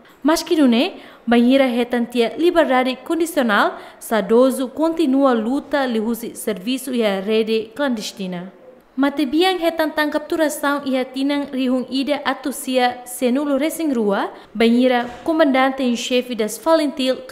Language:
Tetum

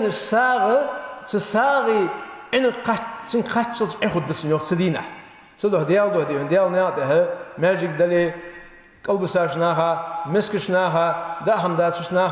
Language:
Ingush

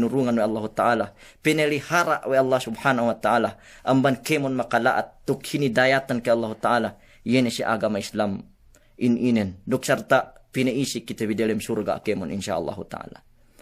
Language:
Yakan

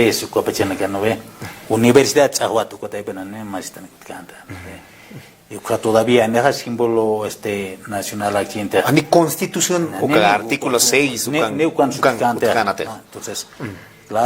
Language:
Aymara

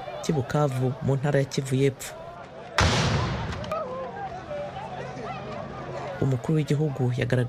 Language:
Kinyarwanda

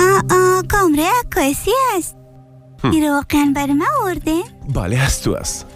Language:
Persian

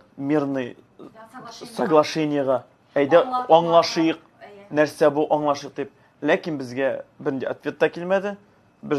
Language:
Tatar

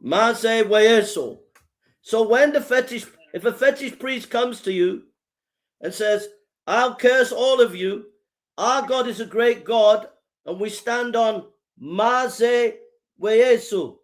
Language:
Nyanja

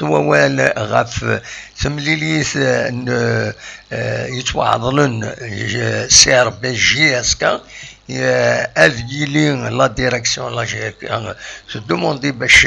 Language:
Kabyle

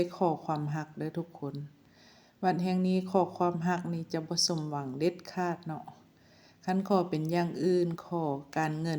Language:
Lao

